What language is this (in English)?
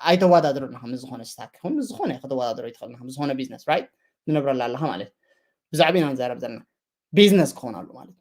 Tigrinya